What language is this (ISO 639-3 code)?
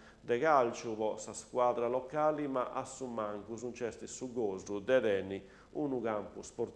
srd